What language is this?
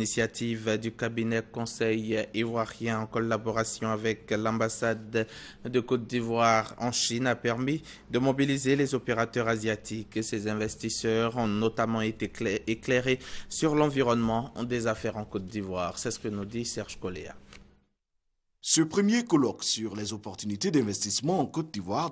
French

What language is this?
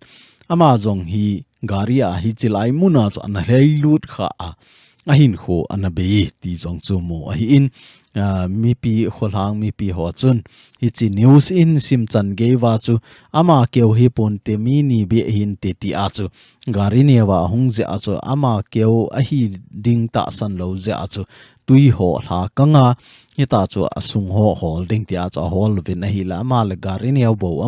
Thado Chin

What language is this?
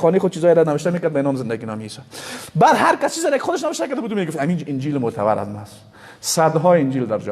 Persian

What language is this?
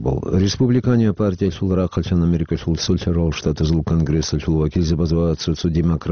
Avaric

